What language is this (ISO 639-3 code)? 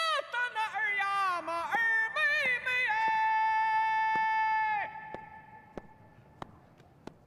zho